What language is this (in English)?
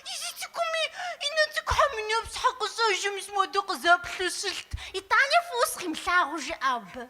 Kabardian